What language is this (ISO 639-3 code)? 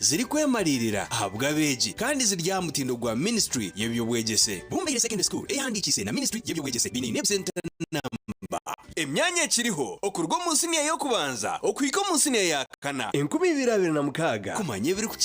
nyn